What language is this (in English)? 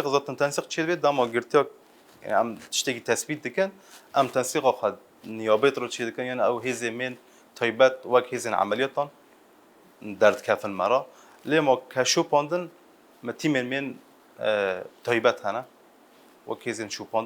Kurdish